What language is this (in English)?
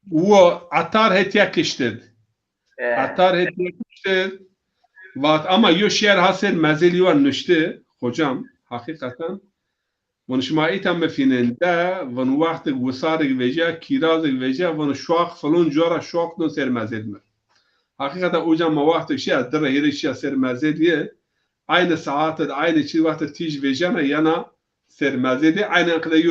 Zaza